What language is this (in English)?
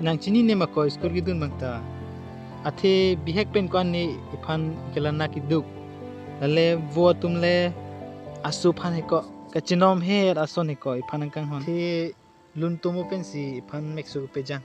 Karbi